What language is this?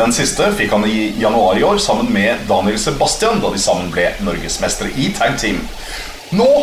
Norwegian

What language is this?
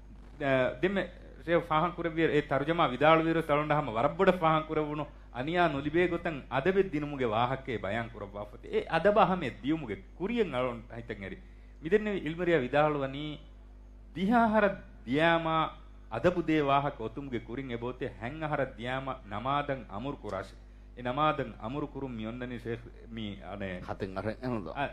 Divehi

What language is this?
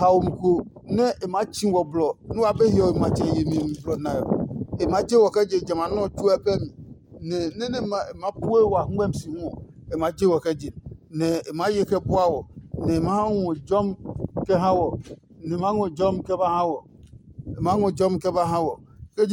Adangme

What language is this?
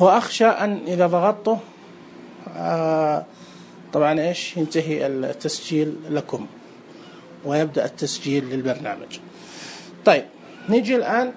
Najdi Arabic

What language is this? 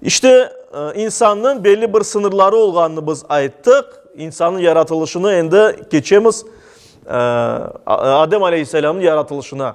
Crimean Tatar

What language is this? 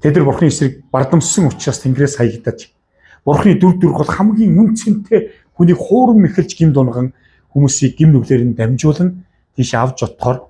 Mongolian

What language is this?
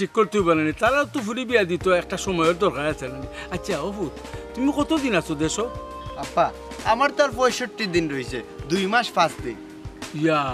Sylheti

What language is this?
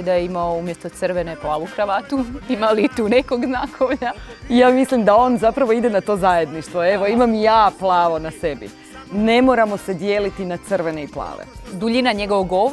Croatian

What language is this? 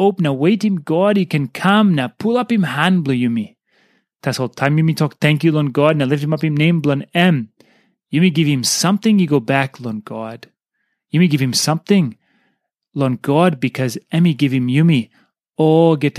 Tok Pisin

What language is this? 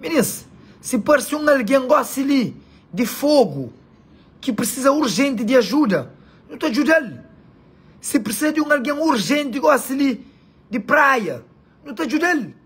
Kabuverdianu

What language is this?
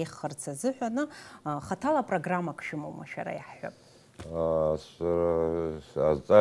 Abkhazian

